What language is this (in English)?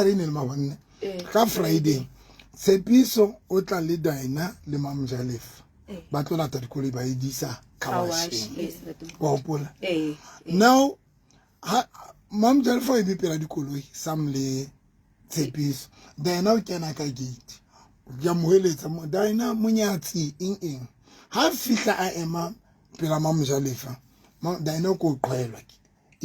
Southern Sotho